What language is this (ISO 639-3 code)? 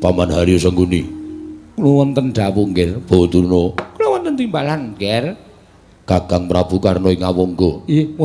jav